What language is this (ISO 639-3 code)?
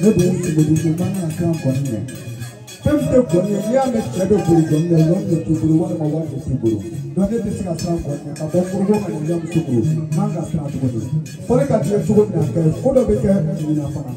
bam